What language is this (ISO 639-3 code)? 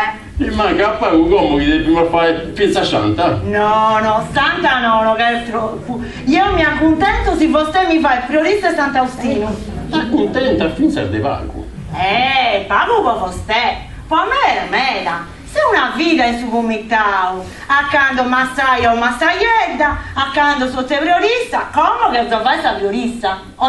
srd